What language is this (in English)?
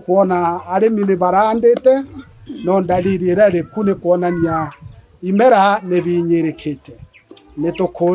Meru